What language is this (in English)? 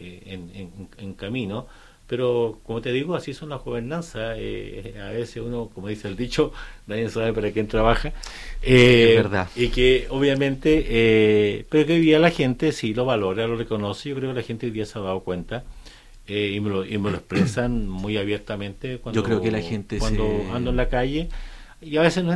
Spanish